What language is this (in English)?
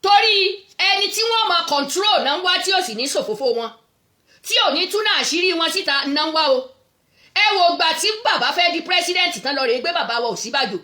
Yoruba